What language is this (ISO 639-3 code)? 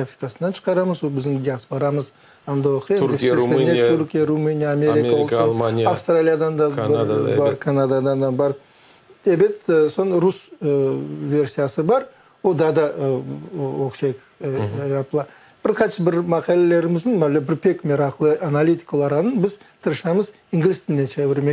crh